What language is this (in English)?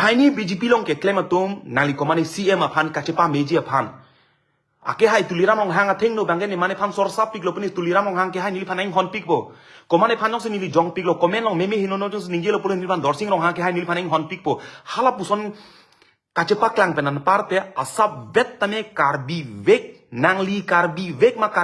Karbi